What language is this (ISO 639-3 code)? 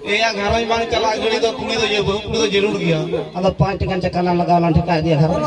sat